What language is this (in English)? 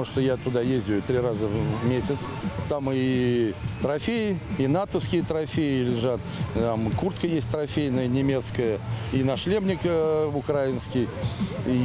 Russian